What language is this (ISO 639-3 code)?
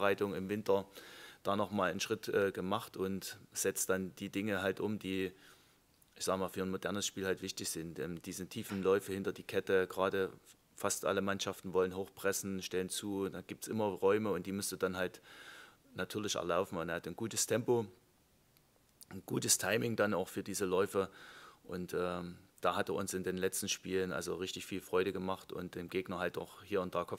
deu